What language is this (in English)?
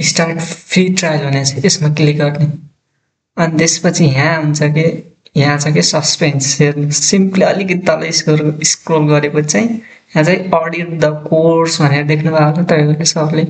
Nepali